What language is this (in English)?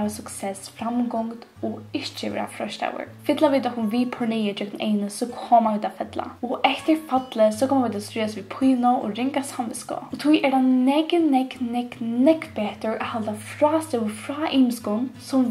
Faroese